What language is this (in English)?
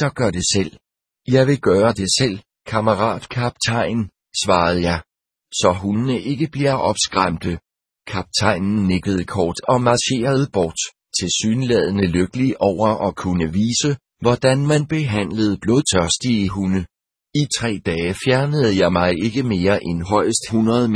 Danish